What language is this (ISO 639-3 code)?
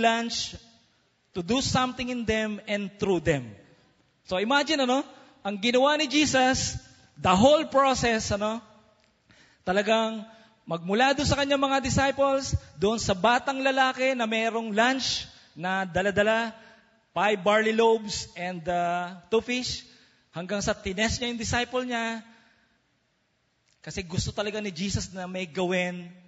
fil